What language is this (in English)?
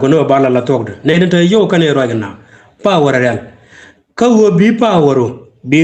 Nuer